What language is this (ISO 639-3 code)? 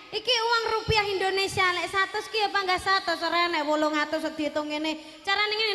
jav